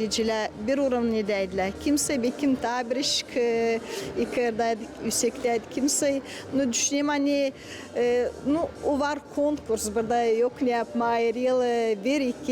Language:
Gagauz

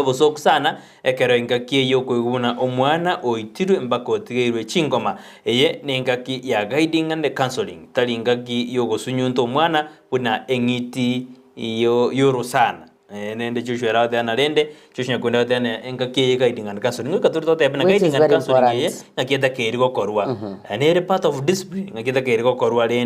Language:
Gusii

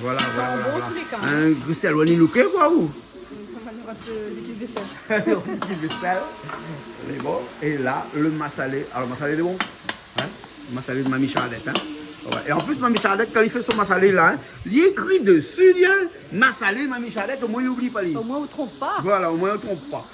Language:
Réunion Creole French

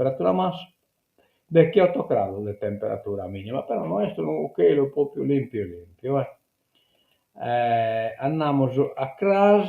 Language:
Sardinian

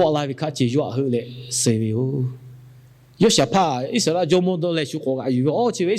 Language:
Lahu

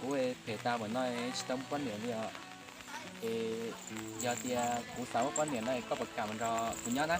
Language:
Hmong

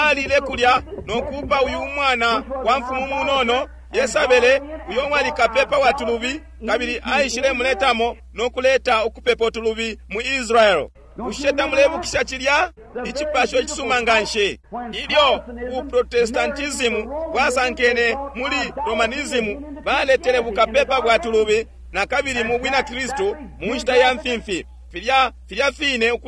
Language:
Bemba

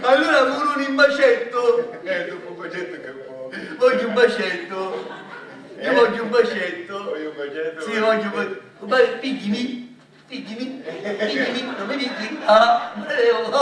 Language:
Sicilian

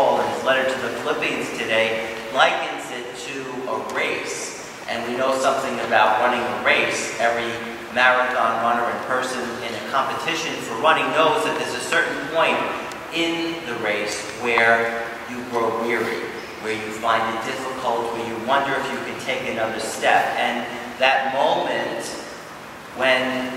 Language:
English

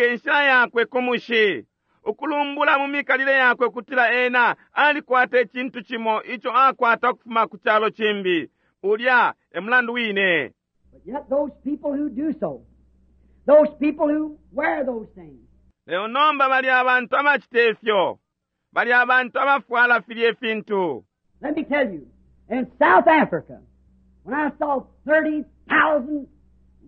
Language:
Bemba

